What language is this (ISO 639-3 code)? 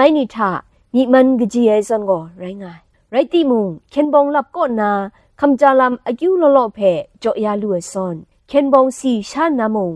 kac